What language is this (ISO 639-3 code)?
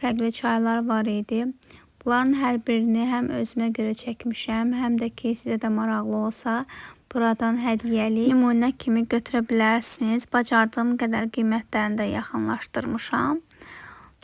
aze